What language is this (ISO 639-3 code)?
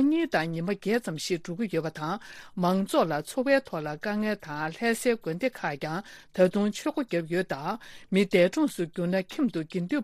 bod